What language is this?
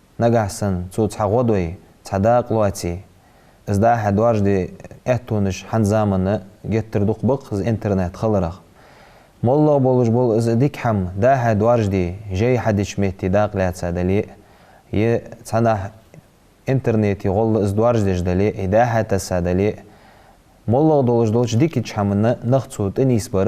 Ingush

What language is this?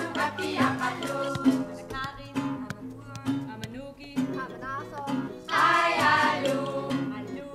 Kalaallisut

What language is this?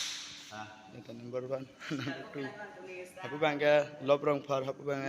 Karbi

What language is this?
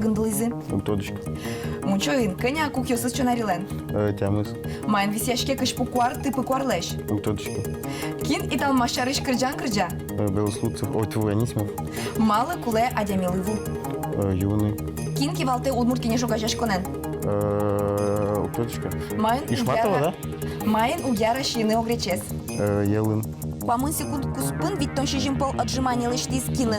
Udmurt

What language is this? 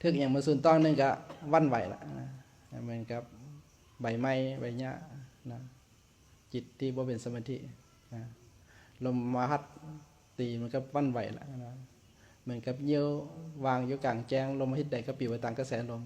Lao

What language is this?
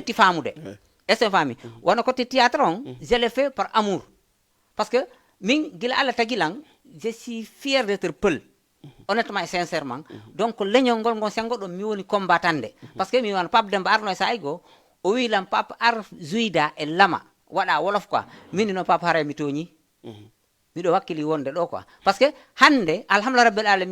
Fula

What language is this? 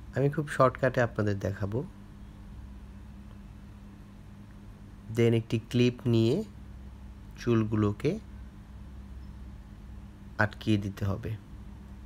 Bangla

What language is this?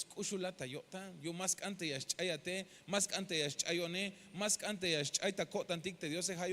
Tzeltal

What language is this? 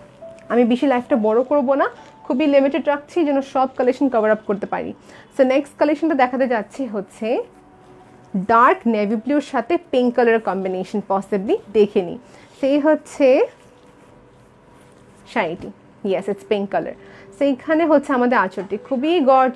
Bangla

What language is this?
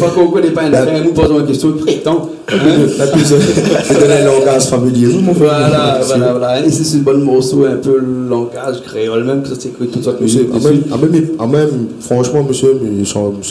Réunion Creole French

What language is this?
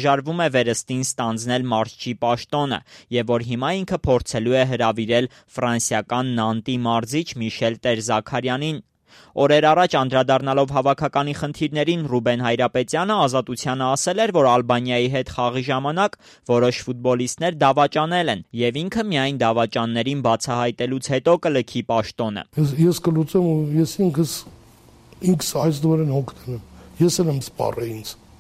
Armenian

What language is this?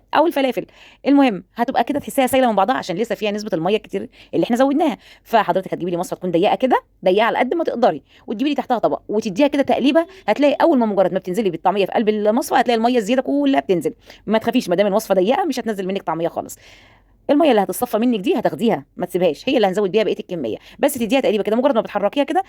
Egyptian Arabic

